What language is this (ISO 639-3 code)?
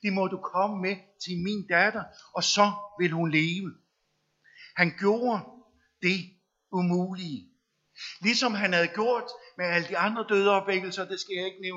dan